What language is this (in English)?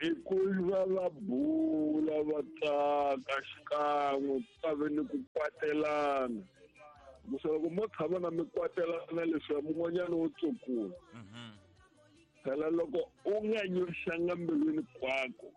Tsonga